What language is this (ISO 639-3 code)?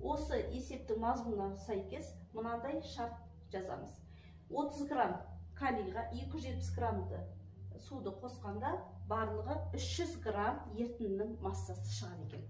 kaz